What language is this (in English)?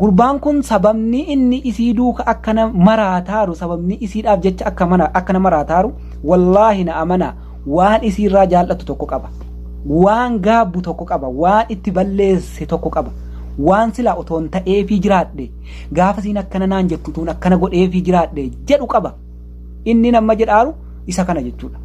Oromo